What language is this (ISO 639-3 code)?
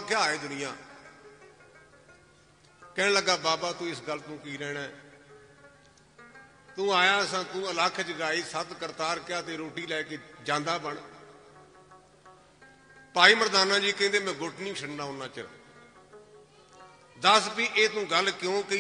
pan